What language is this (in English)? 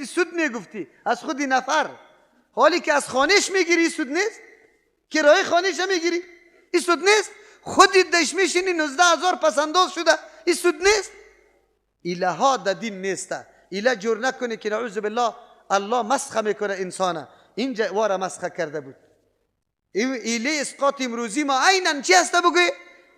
Persian